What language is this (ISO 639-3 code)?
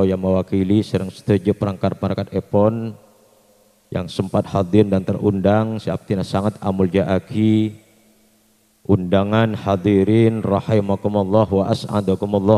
mad